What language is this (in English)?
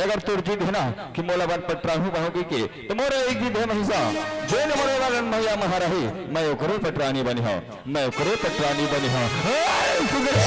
Chhattisgarhi